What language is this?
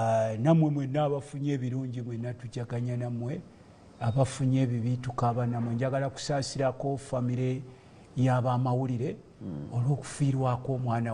Ganda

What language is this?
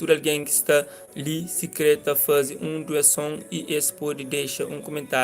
Kabuverdianu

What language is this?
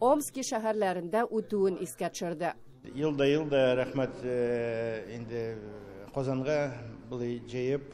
Tatar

